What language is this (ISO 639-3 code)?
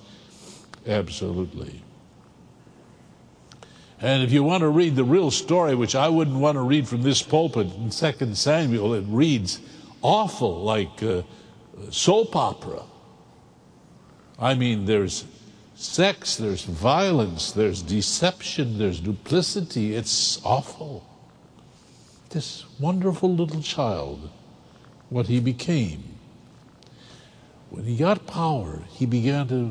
eng